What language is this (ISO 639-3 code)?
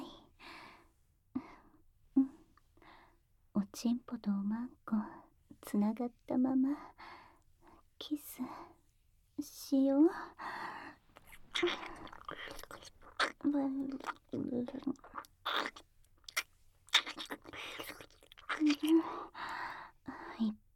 jpn